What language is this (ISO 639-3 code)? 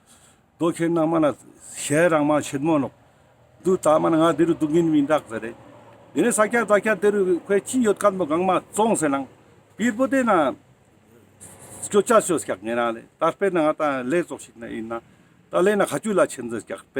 lbj